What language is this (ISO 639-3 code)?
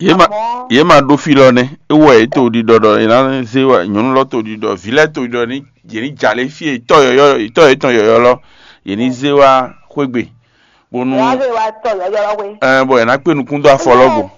fon